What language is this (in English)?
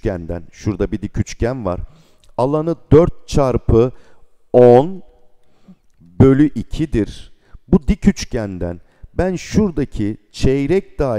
Turkish